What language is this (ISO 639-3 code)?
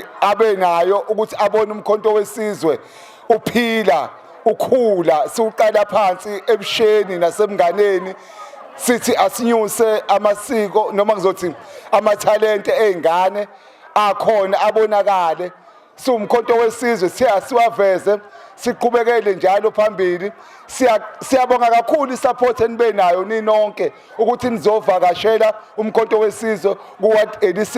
zul